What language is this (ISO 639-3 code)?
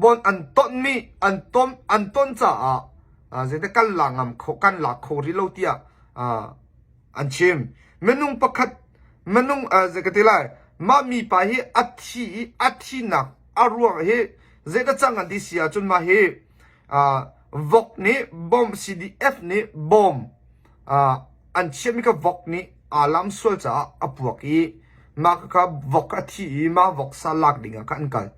cnh